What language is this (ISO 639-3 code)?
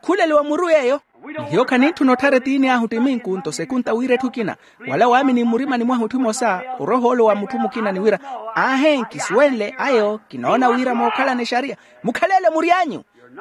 vmw